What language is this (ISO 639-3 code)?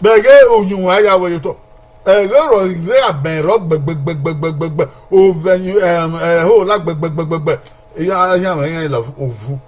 bin